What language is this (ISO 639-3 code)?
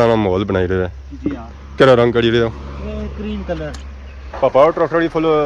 phr